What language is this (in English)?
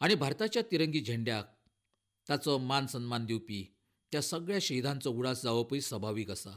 Konkani